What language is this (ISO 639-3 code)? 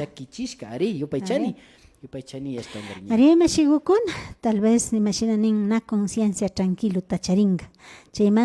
qvi